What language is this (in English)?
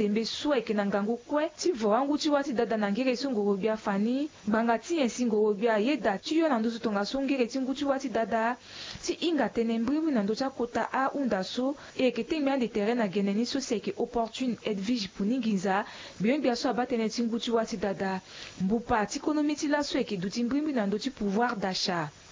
Sango